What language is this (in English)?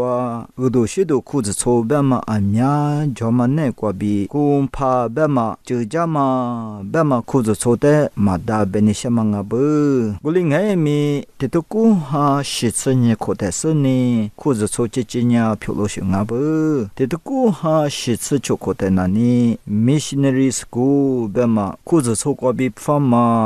Lisu